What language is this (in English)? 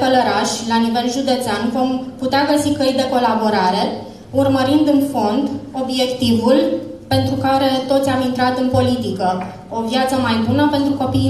Romanian